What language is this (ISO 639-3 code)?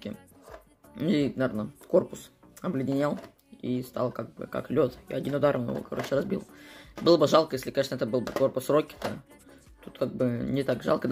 rus